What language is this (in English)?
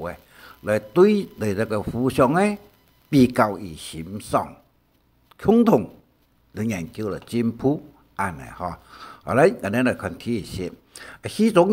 Hakka Chinese